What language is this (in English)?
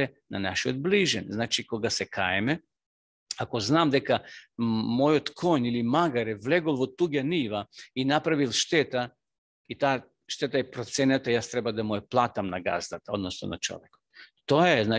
Macedonian